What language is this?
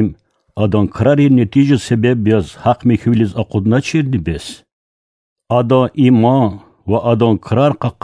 Lezghian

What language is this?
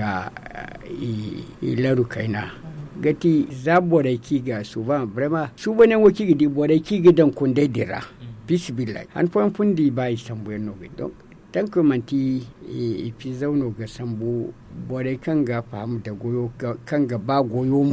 Zarma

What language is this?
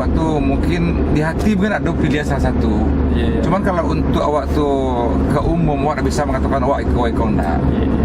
Minangkabau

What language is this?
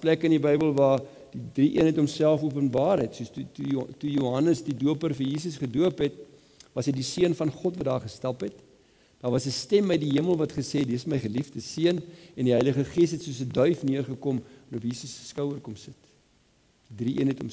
Afrikaans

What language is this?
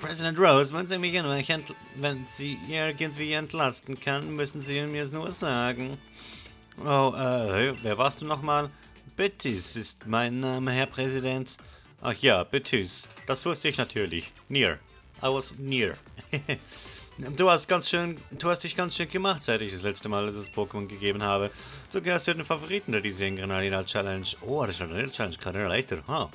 Swiss German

